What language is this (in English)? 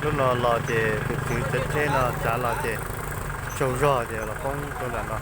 Hmong